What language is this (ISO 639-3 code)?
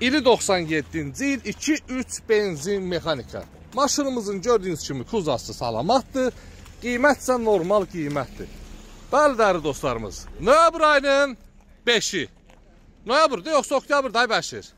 aze